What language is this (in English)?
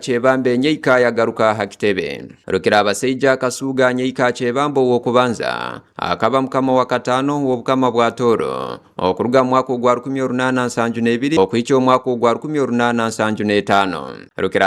Tooro